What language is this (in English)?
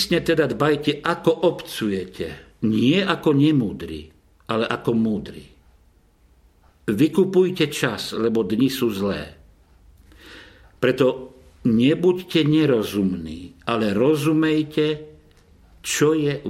Slovak